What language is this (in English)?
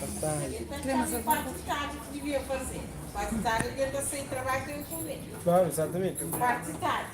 Kabuverdianu